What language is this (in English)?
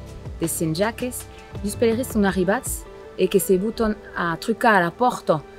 Occitan